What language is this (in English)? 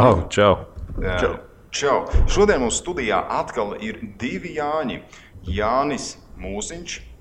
Latvian